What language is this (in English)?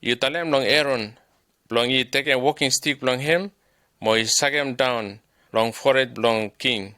Bislama